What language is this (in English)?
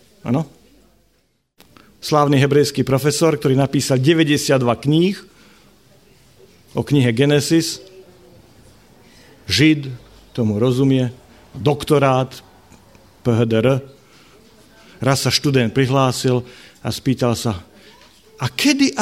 Slovak